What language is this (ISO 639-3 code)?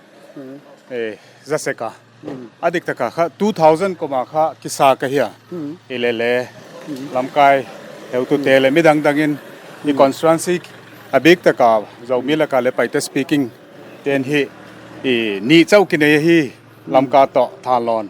pck